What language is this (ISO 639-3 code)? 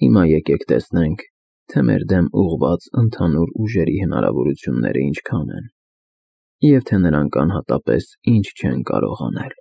hye